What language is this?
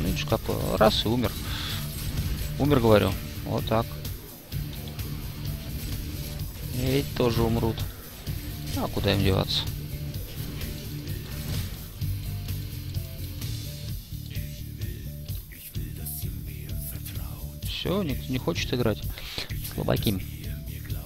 Russian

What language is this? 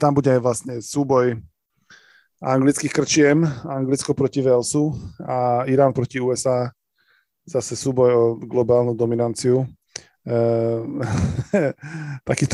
Slovak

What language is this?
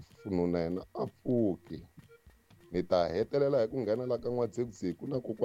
Tsonga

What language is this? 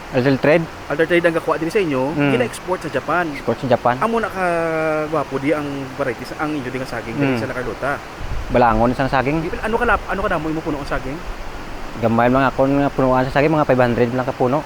Hiligaynon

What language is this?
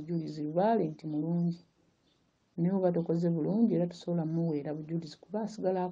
Ganda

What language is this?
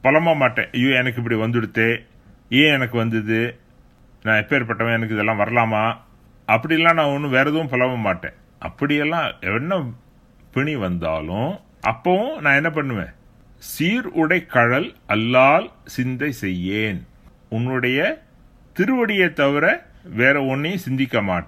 Tamil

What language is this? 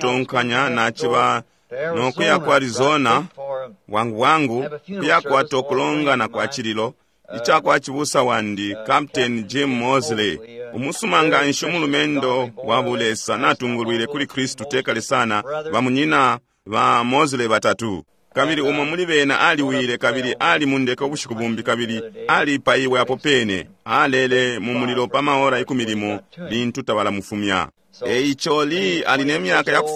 Bemba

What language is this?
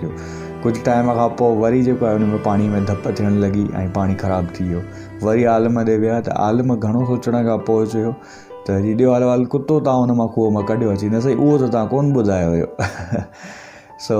Sindhi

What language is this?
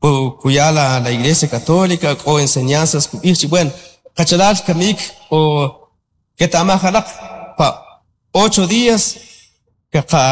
Kʼicheʼ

